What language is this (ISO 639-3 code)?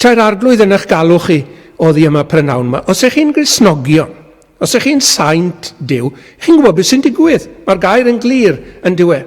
cym